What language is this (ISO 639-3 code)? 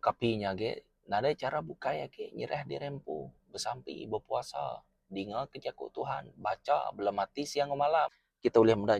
iba